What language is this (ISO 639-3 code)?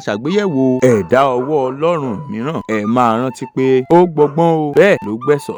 yor